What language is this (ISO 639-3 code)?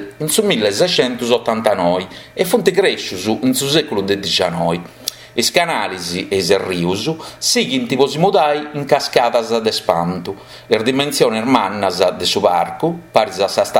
srd